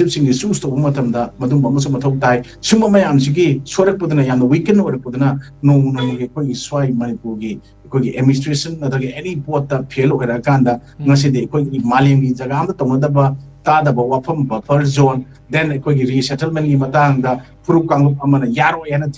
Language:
Manipuri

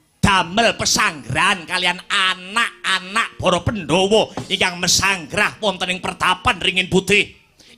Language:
Javanese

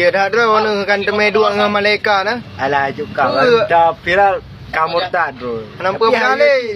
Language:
Achinese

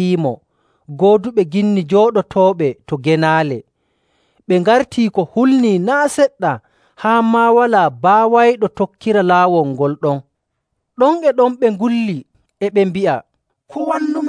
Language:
Nigerian Fulfulde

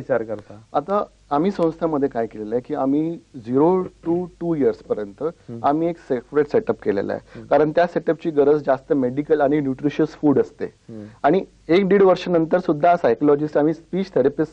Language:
Marathi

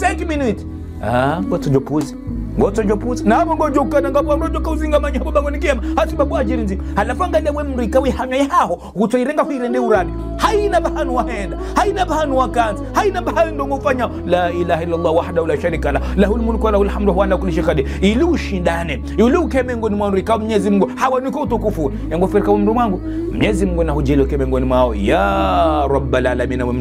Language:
Ngazidja Comorian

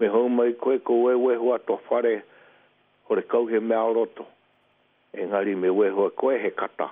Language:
Māori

